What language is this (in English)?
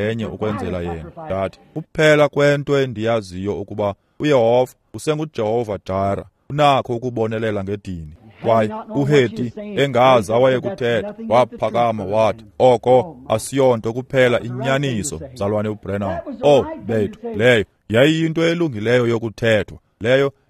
Xhosa